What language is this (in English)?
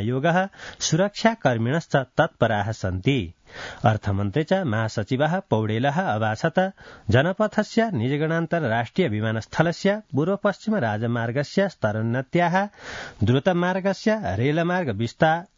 Sanskrit